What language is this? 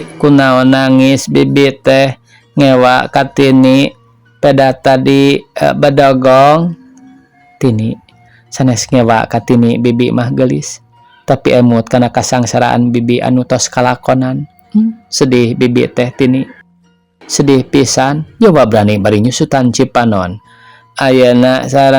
Sundanese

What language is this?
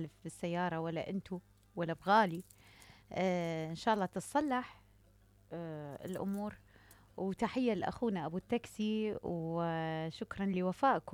Mesopotamian Arabic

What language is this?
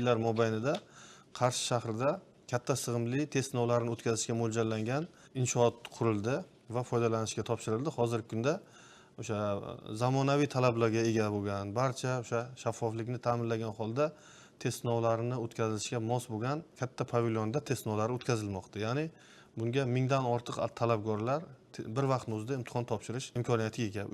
Uzbek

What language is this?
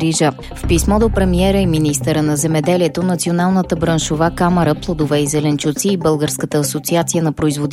Bulgarian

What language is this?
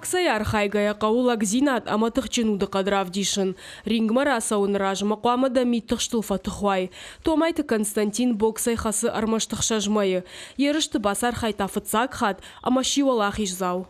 Ossetic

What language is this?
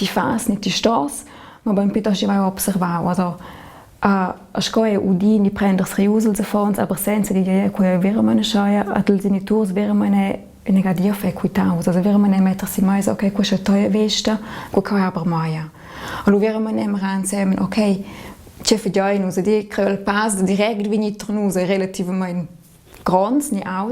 Romansh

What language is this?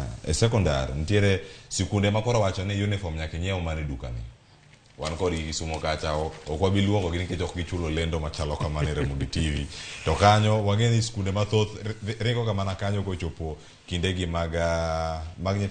Luo (Kenya and Tanzania)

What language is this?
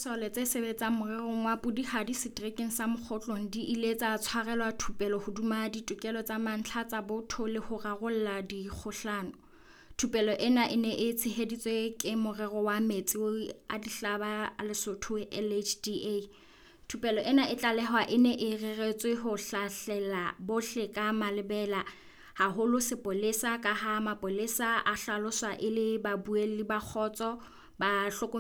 Southern Sotho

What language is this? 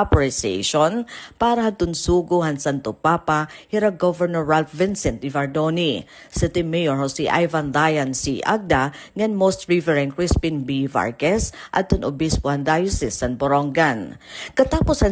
Waray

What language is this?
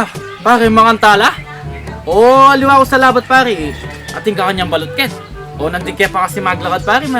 Pampanga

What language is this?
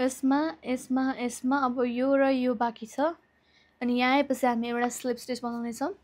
Nepali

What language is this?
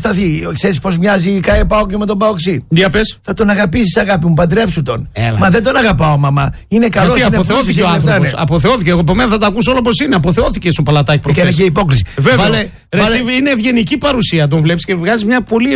Greek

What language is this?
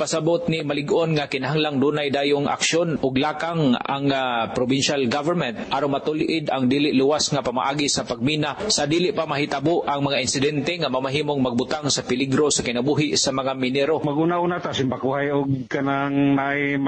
Cebuano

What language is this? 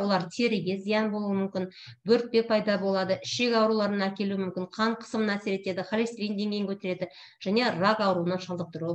Kazakh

